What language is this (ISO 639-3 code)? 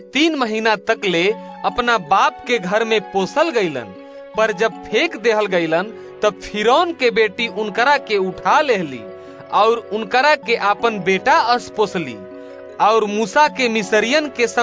bho